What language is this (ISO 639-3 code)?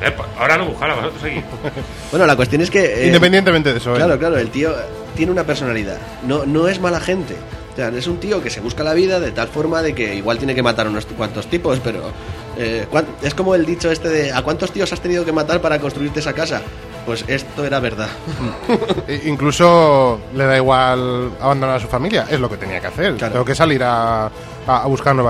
spa